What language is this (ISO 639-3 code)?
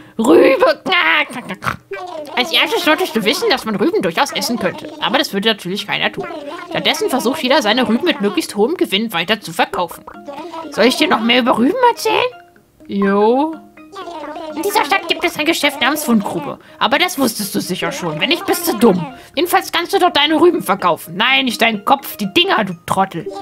deu